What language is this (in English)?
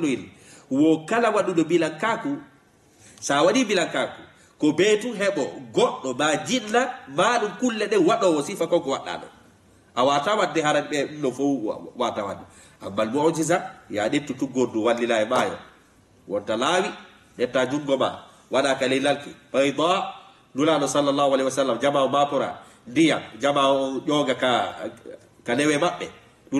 Fula